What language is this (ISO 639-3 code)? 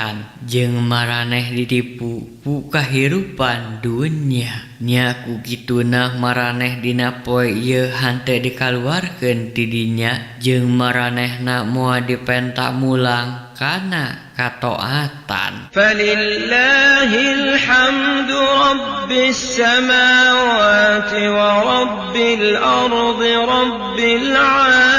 sun